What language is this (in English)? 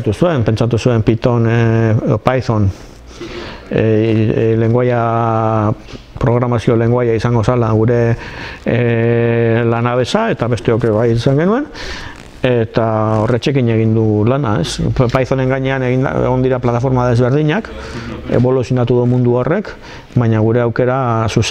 Basque